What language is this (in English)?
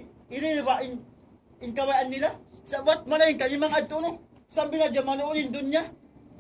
Tausug